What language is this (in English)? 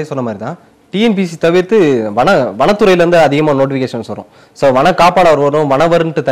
Tamil